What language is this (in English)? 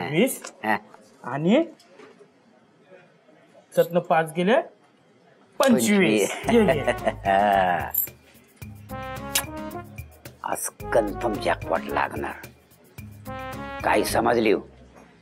Marathi